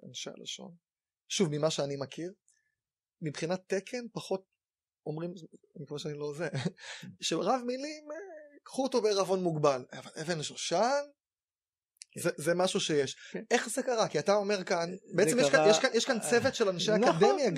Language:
Hebrew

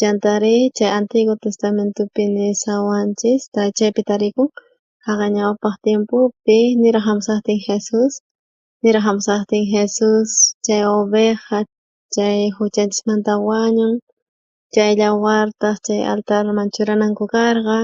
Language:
South Bolivian Quechua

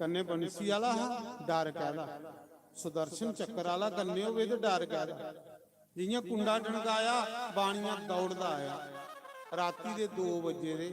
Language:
Dogri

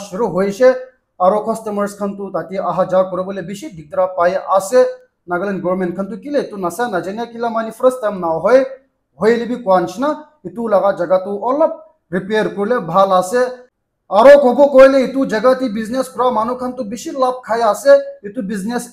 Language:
Naga Pidgin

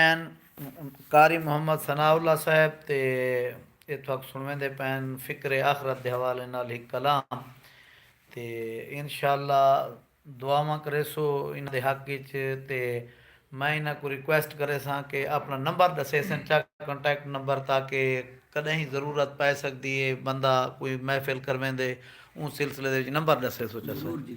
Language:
Saraiki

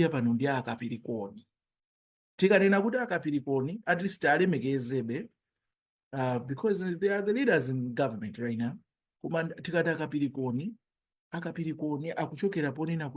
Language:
Nyanja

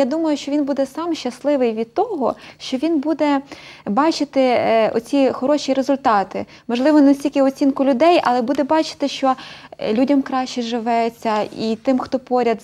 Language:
Ukrainian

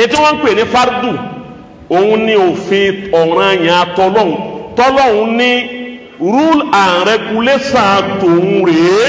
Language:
Yoruba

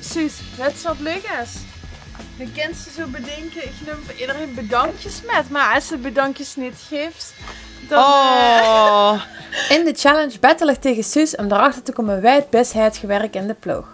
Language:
Limburgish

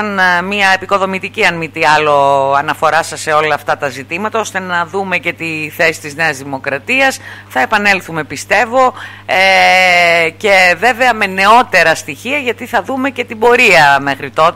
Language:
Greek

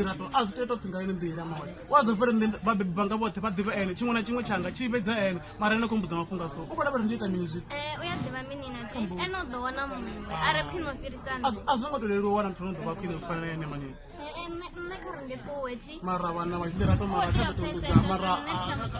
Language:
Venda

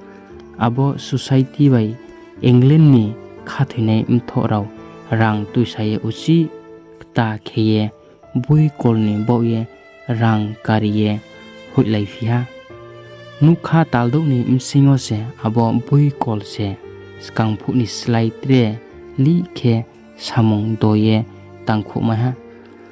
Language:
Riang (India)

